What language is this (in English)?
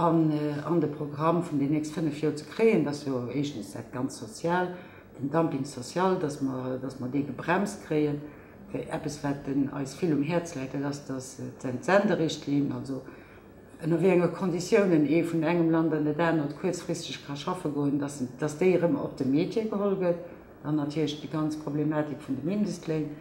Luxembourgish